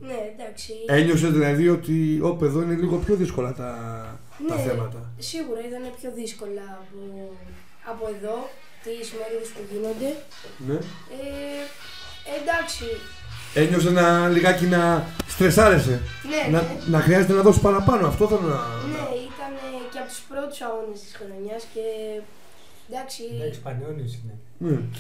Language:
Greek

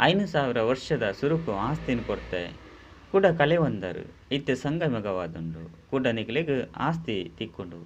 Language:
Tulu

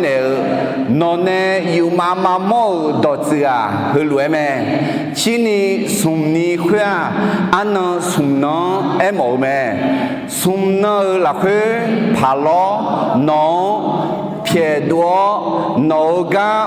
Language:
Akha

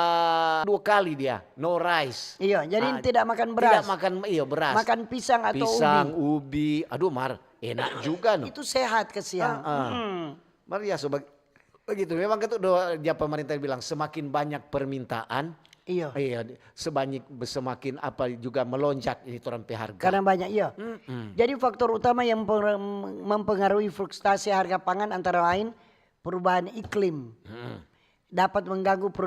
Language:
Manado Malay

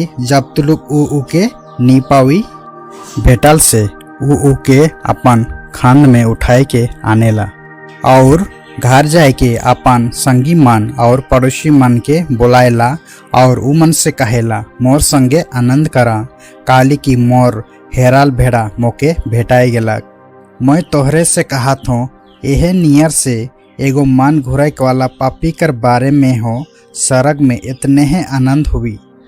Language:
Sadri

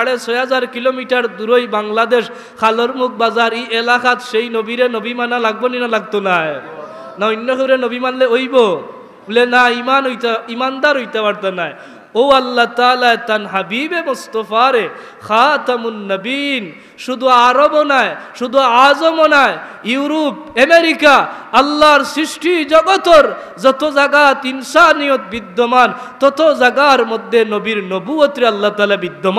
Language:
Sylheti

